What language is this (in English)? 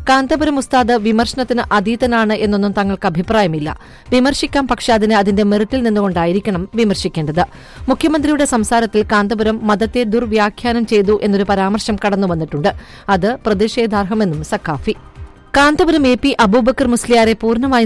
Malayalam